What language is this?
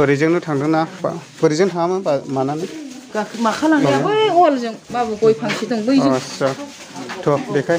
Bodo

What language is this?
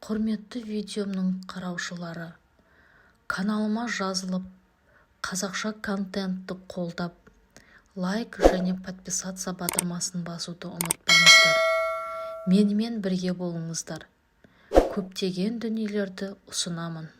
Kazakh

